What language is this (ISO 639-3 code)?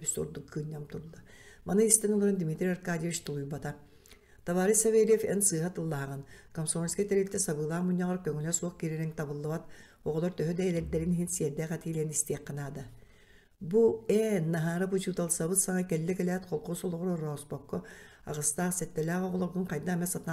sah